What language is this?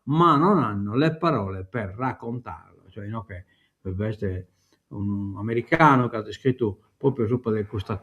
Sardinian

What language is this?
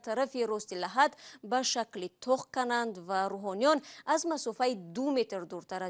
Tajik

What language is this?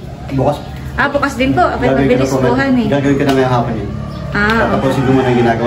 Filipino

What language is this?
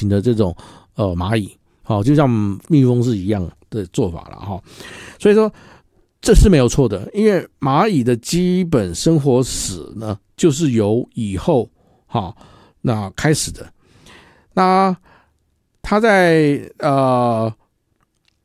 Chinese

